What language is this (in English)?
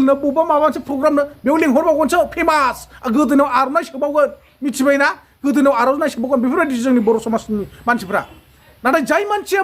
Bodo